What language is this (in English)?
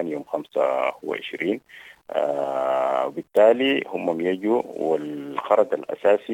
Sudanese Arabic